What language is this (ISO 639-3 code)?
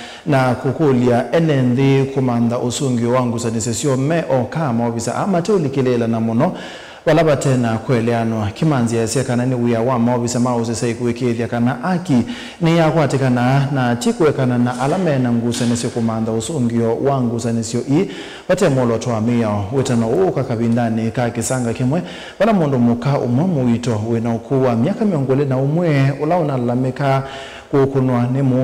kam